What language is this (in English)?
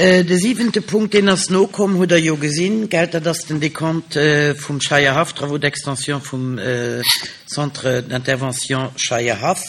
Luxembourgish